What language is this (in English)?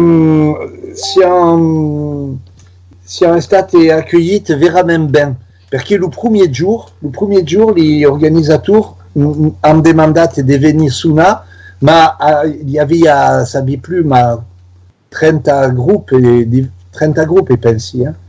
Occitan